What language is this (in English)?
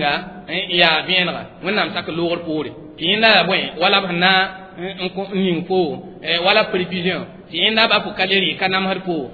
Mossi